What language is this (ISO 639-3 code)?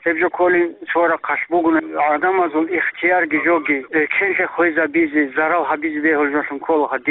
ava